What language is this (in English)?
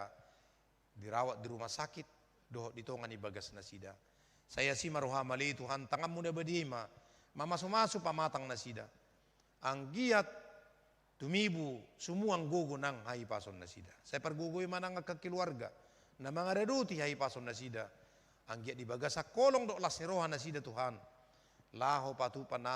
Batak Toba